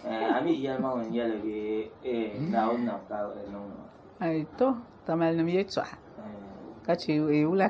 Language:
Dagbani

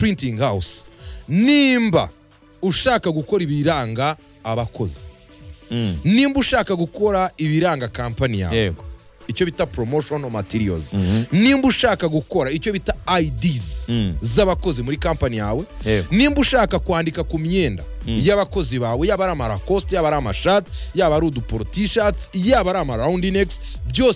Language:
Kinyarwanda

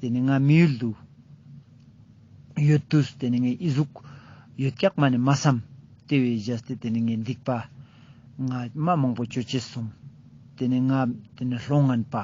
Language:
Ladakhi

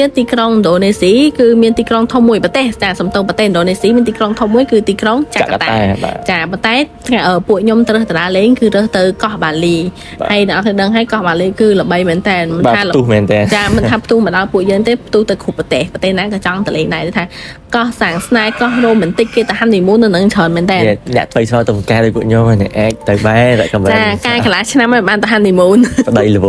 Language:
Khmer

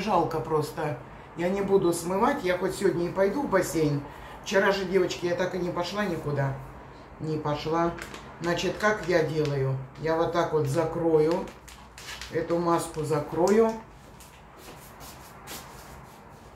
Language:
Russian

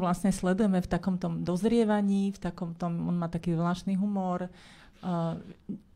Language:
Slovak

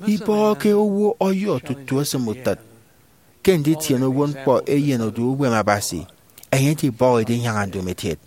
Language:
Efik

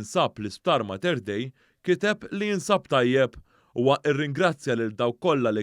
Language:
Maltese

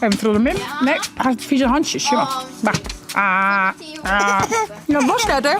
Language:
Western Frisian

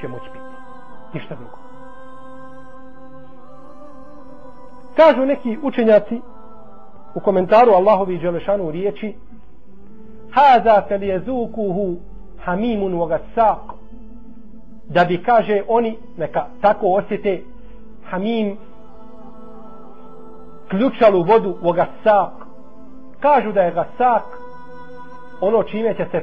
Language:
Bosnian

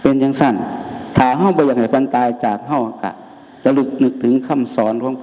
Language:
Northeastern Thai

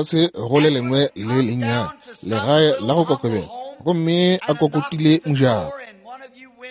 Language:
Northern Sotho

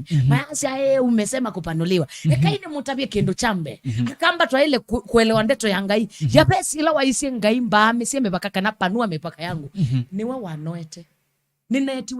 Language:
Kamba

